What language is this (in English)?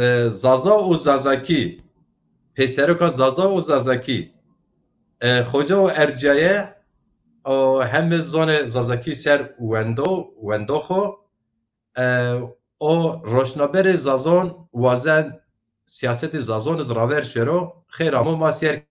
Zaza